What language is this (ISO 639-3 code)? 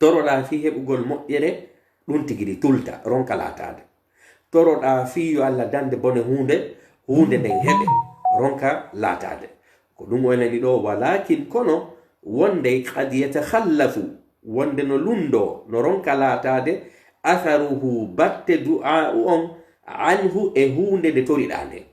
fuf